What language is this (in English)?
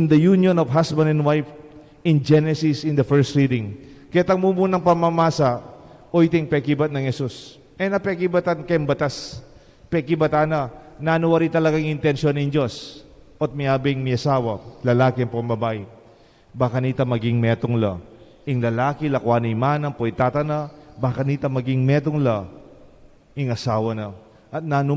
Pampanga